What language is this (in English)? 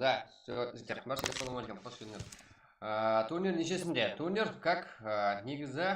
Kara-Kalpak